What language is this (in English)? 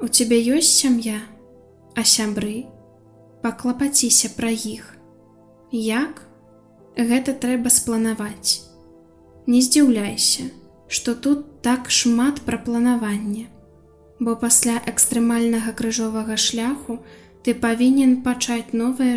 Belarusian